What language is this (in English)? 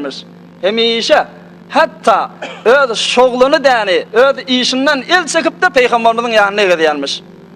Turkmen